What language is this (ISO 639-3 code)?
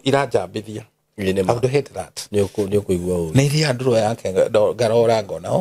kik